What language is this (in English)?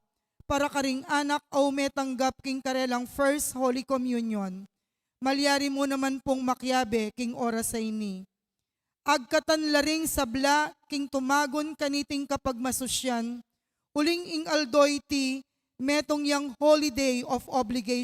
Pampanga